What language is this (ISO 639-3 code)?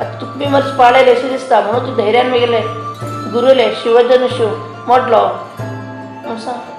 kok